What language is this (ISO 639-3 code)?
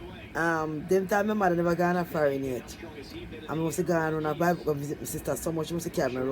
jam